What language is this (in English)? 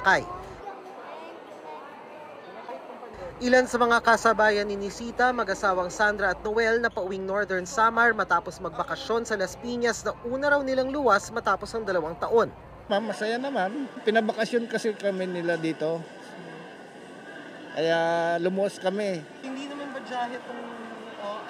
Filipino